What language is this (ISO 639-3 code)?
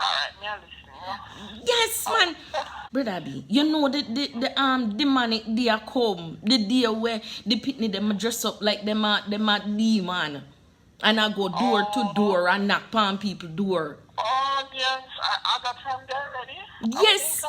jam